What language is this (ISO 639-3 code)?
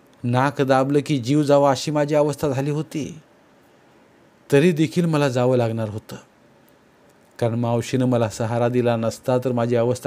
mar